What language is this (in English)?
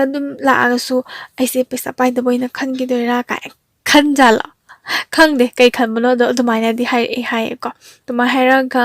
Manipuri